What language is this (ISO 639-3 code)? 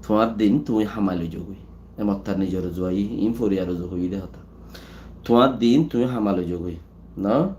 rhg